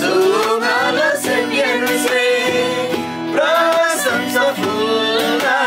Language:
Eastern Tamang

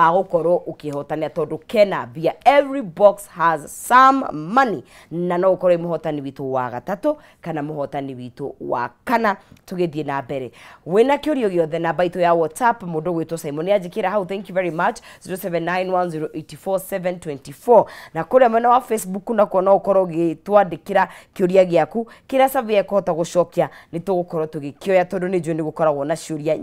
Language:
Kikuyu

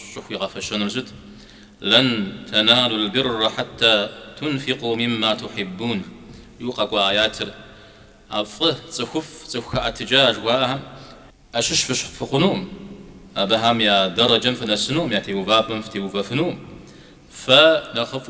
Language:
Kabardian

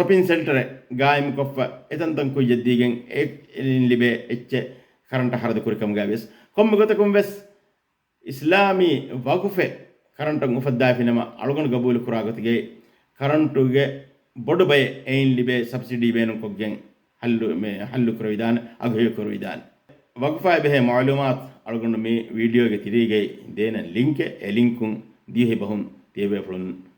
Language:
Divehi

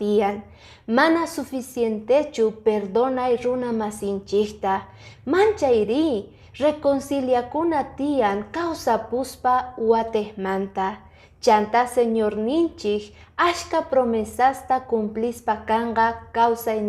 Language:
Quechua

